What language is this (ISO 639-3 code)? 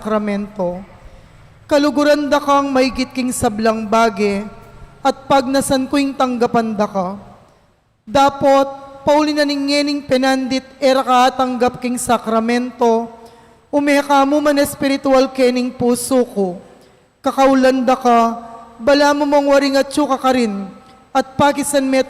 pam